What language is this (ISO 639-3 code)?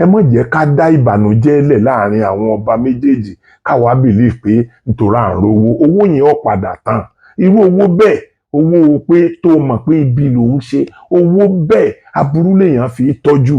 yor